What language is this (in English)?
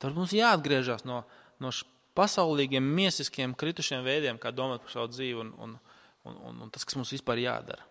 Latvian